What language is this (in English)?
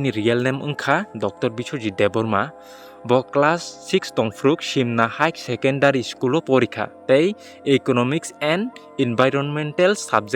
Kok Borok